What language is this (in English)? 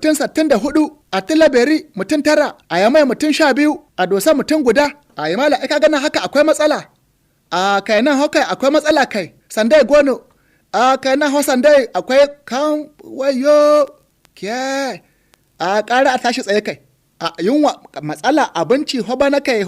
Hausa